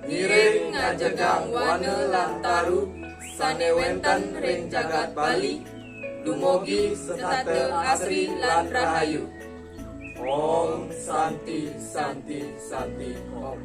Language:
Balinese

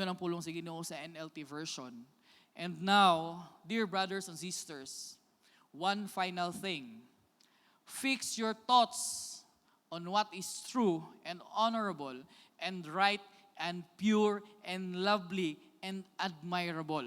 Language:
Cebuano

